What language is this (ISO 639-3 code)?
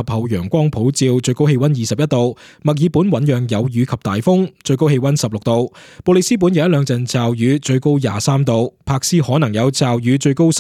yue